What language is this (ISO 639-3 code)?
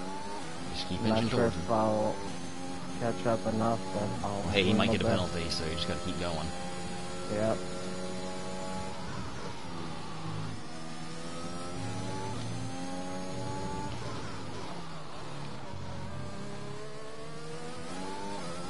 eng